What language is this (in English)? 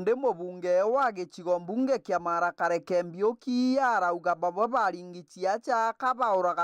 Meru